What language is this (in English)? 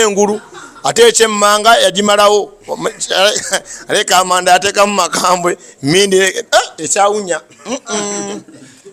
Ganda